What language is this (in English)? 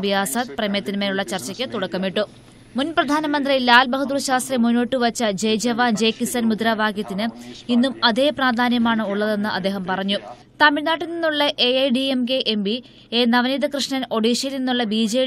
Malayalam